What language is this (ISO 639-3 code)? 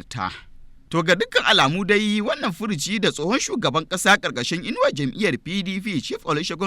hau